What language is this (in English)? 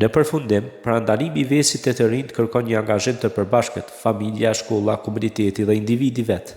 Albanian